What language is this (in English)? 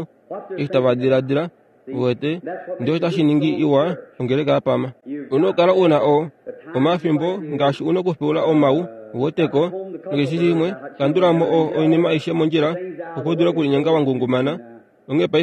Kuanyama